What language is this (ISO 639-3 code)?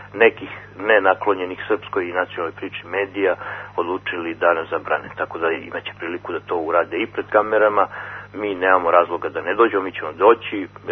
srp